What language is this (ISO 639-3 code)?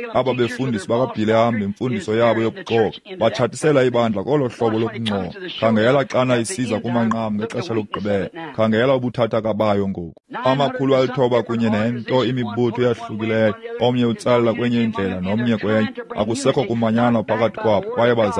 xho